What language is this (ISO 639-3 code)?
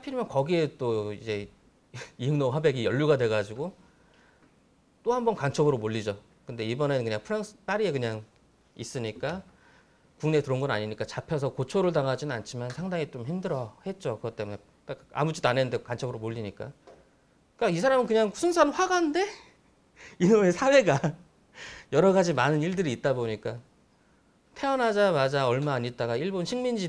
kor